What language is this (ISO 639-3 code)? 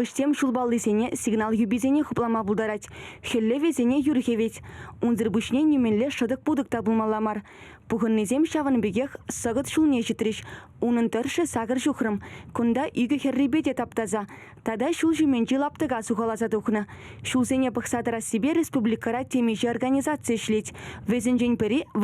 chv